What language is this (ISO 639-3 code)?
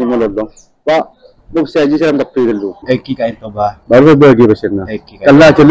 mad